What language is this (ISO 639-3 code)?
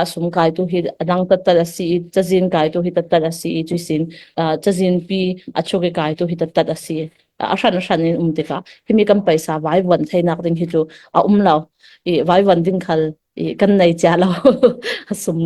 cfm